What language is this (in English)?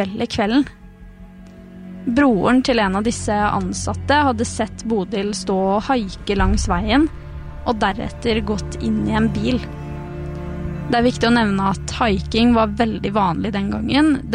Norwegian